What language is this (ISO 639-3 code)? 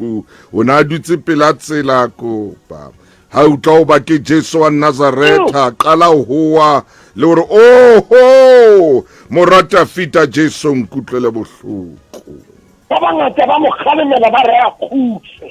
sot